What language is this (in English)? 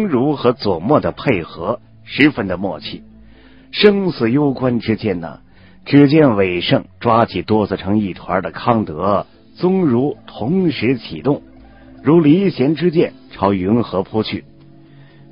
Chinese